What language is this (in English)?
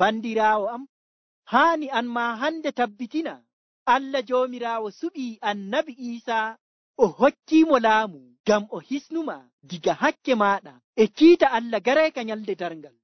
Nigerian Fulfulde